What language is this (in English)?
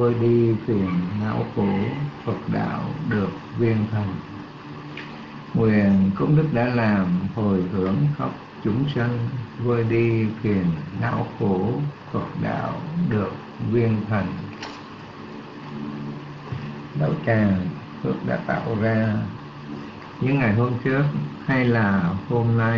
Vietnamese